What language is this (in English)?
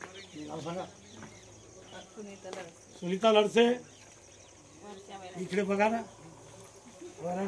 Marathi